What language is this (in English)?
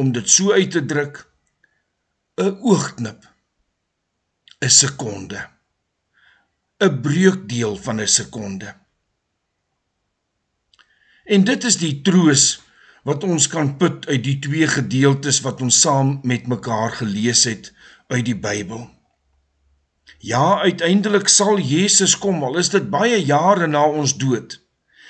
Afrikaans